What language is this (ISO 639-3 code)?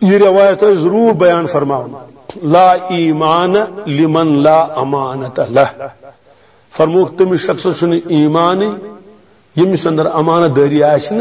kas